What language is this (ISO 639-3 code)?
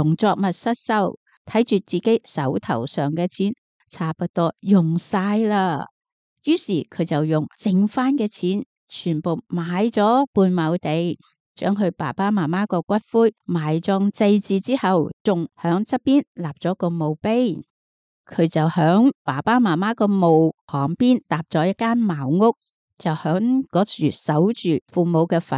yue